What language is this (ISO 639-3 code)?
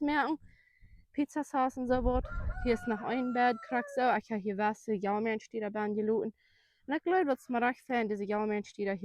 pdt